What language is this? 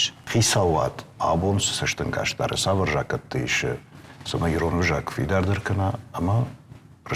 Ossetic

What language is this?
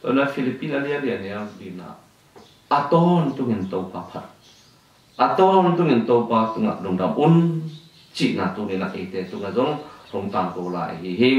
Tedim Chin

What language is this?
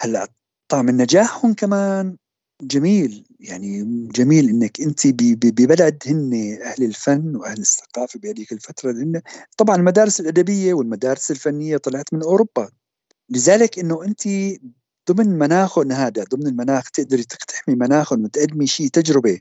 North Levantine Arabic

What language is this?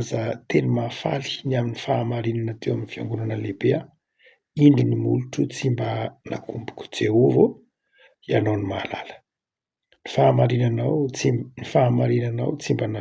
Malagasy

